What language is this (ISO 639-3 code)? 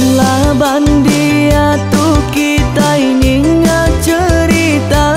iba